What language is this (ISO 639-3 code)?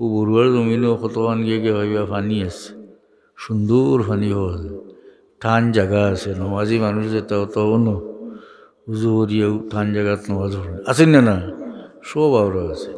syl